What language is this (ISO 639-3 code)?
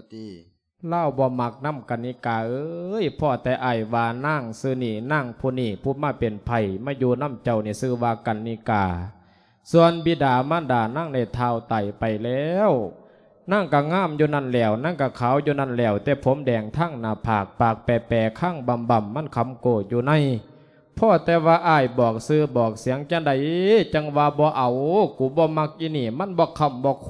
lao